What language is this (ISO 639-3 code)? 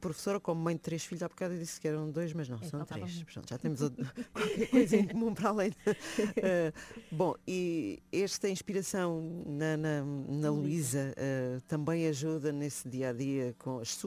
por